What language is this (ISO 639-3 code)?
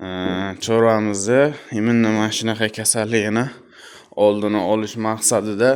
uzb